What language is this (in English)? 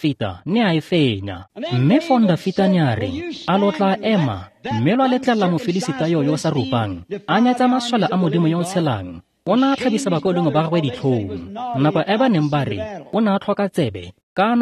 Tswana